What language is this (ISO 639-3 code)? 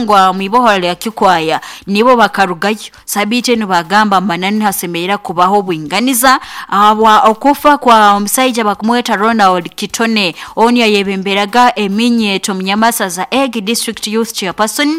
nyo